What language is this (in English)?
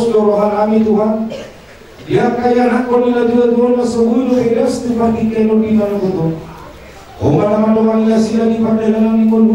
Batak Toba